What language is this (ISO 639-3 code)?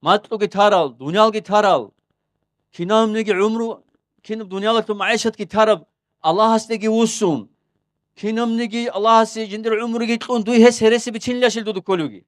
ava